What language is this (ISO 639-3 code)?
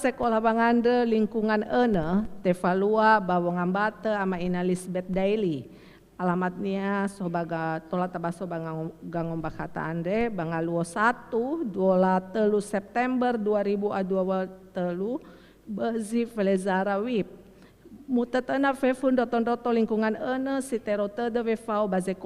nia